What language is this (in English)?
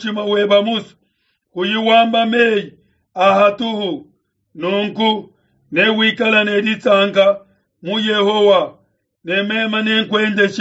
Luba-Lulua